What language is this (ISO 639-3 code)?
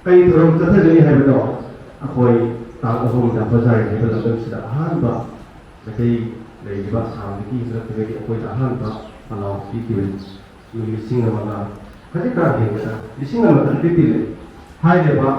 mni